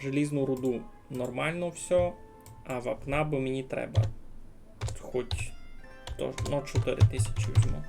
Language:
Rusyn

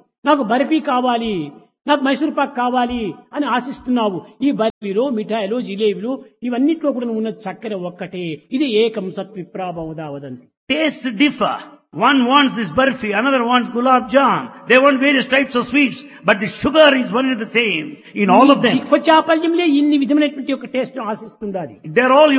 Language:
Telugu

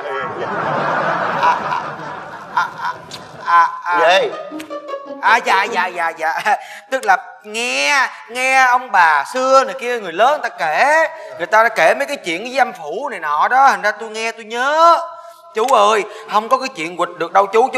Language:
Vietnamese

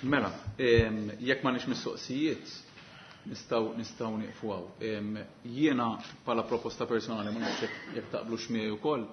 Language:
Maltese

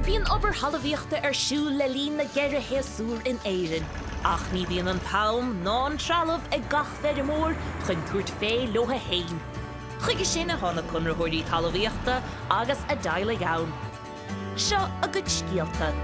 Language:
Irish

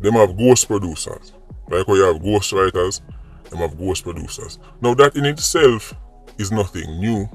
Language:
Jamaican Creole English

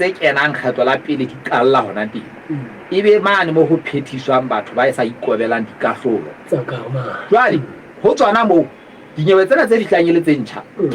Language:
Southern Sotho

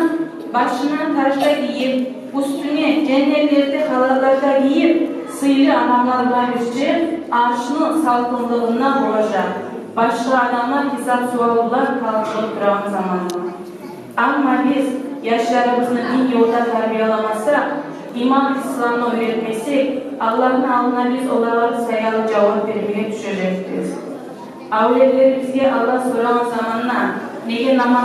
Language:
Kumyk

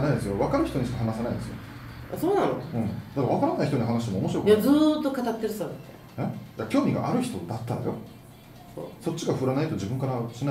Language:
Japanese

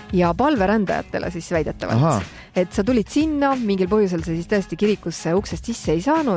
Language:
Estonian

